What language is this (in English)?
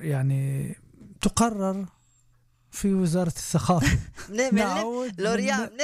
North Levantine Arabic